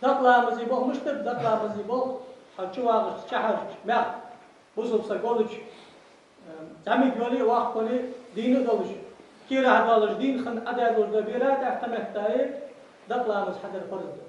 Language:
Ingush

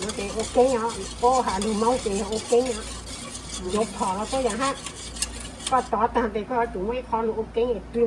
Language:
Hmong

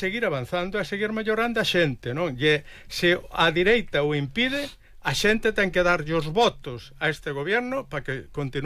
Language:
Galician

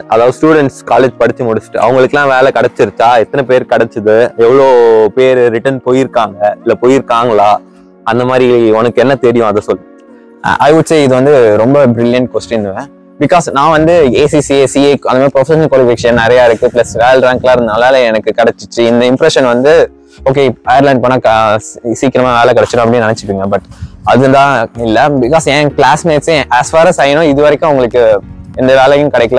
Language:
Tamil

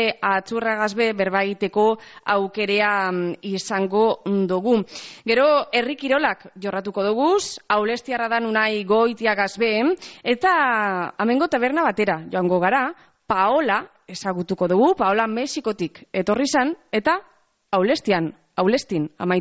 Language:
Basque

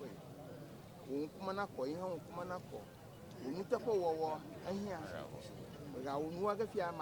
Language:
Ewe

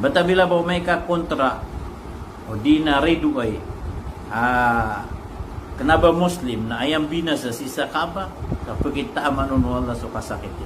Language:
Maranao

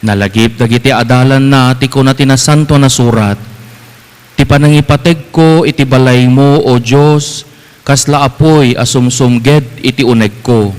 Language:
Iloko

